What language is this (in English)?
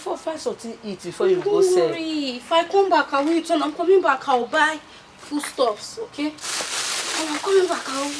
Nigerian Pidgin